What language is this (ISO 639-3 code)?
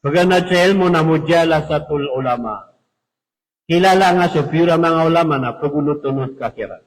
mrw